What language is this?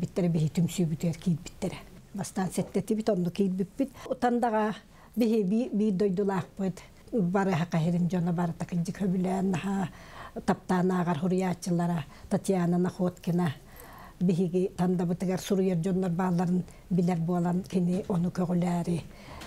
Yakut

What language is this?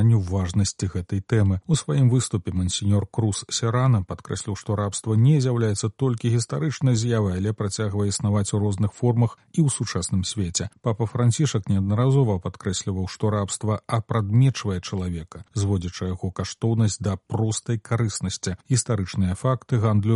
Belarusian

